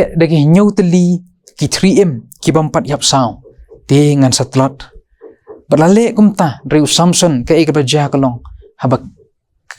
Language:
Khasi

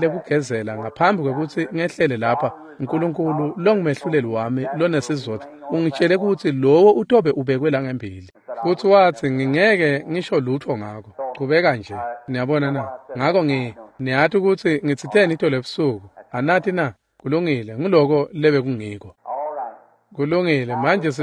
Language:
Swati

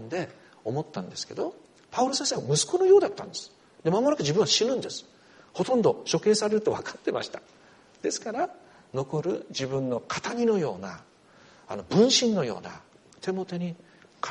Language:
Japanese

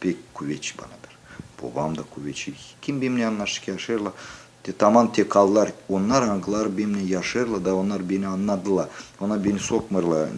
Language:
Gagauz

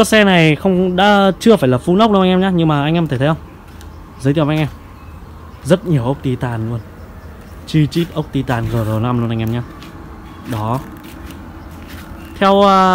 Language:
Vietnamese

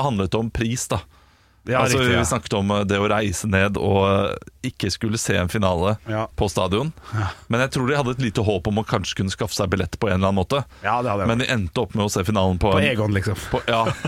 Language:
Norwegian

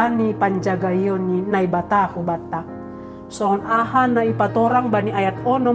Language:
Batak Simalungun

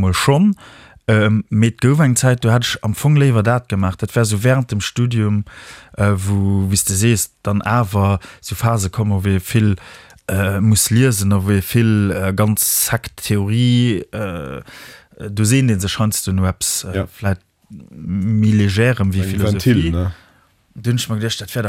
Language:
Luxembourgish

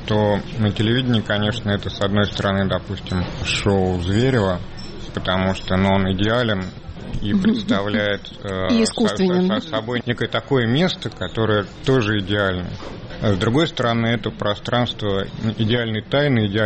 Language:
Russian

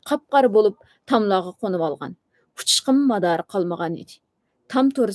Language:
Uyghur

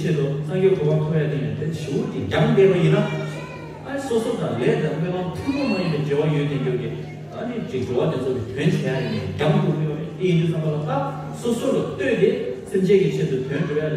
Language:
Tibetan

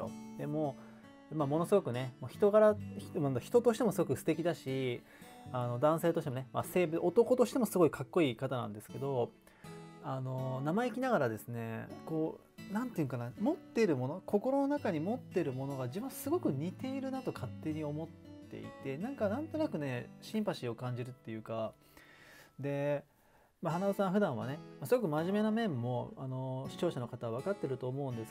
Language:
Japanese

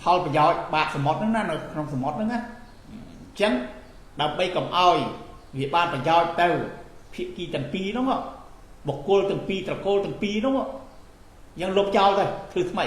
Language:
Khmer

